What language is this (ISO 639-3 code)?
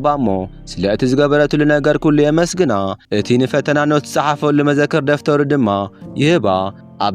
tir